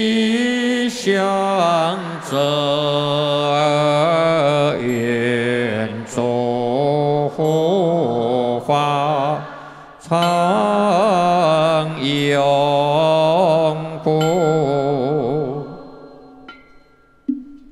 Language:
Chinese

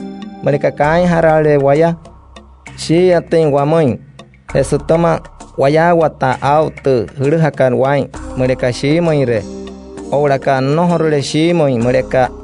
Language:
Wayuu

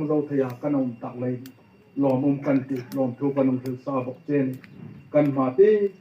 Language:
Hmar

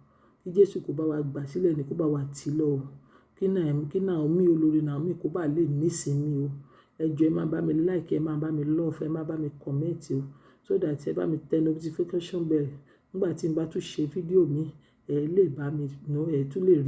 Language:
Yoruba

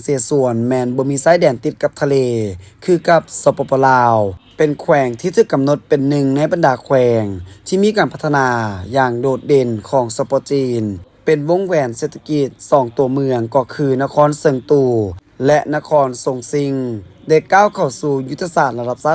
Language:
Lao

